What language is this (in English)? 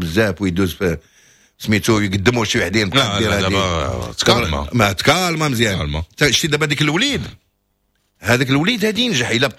Moroccan Arabic